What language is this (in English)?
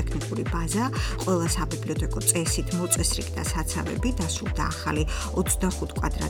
Georgian